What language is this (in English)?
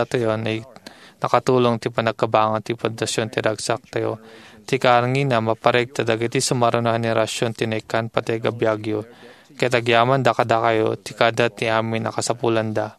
Iloko